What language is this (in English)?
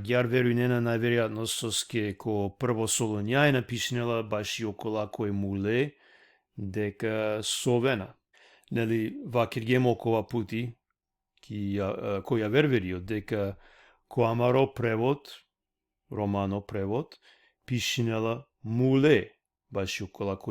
Balkan Romani